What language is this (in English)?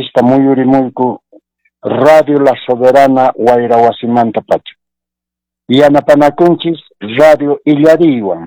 Quechua